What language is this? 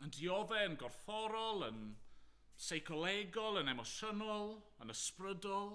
Welsh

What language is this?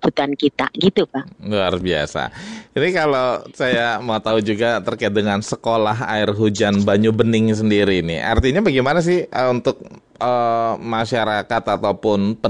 Indonesian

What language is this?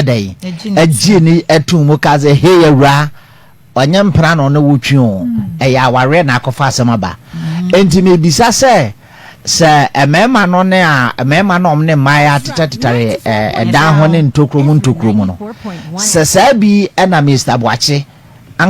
Akan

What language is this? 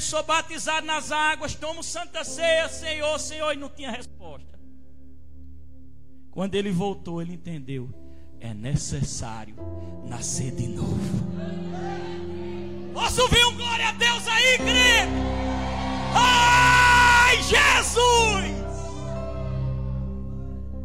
Portuguese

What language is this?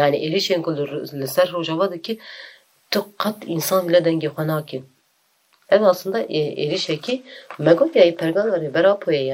Kurdish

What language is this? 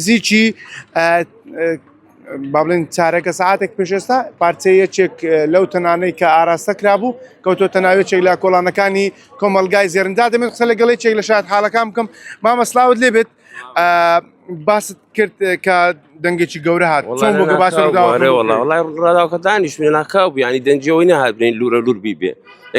Central Kurdish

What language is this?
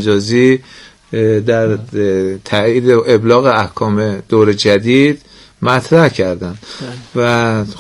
Persian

